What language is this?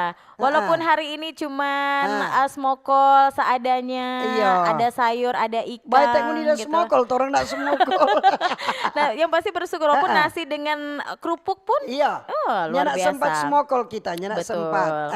Manado Malay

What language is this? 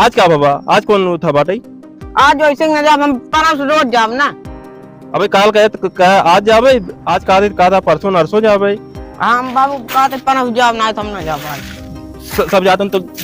Awadhi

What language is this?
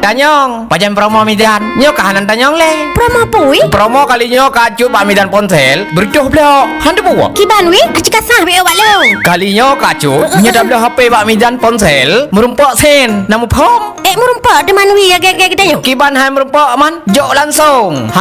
Achinese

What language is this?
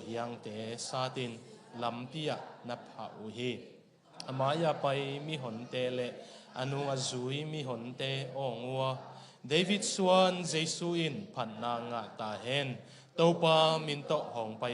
Tedim Chin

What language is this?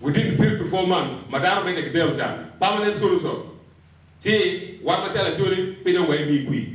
Acoli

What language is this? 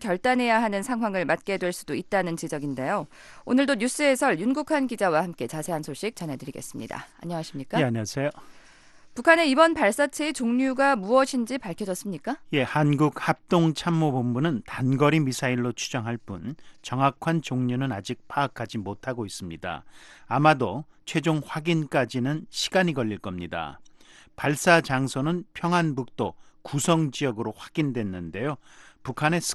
Korean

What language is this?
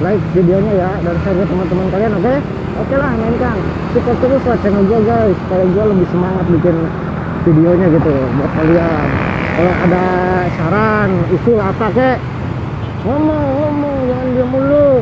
Betawi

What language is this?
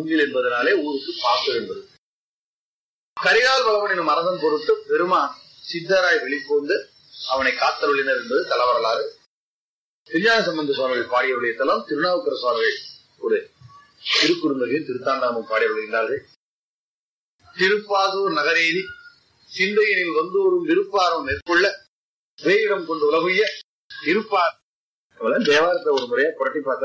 Tamil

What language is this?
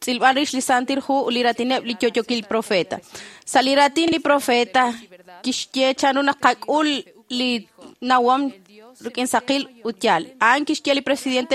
Kekchí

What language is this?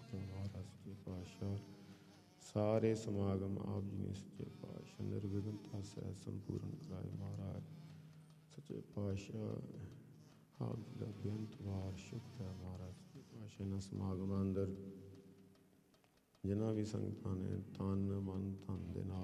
Punjabi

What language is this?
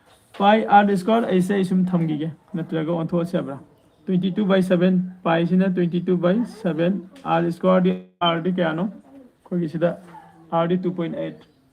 Manipuri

